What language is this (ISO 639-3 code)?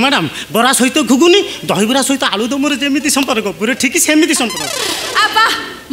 ori